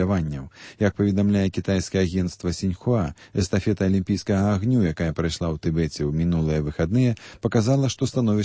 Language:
Belarusian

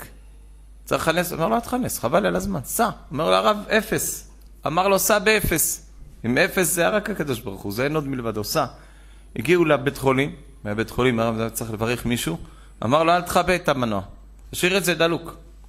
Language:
Hebrew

